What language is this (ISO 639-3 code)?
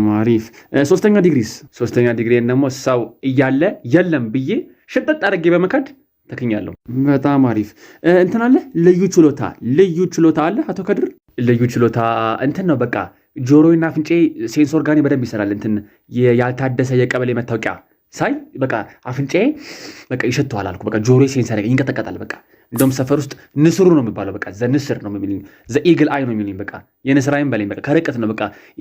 amh